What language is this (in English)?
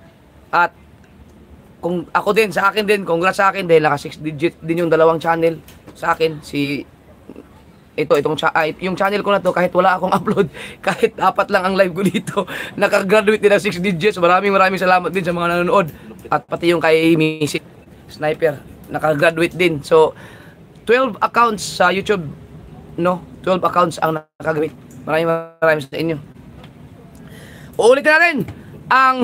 Filipino